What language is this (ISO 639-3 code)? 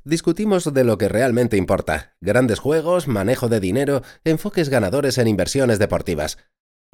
spa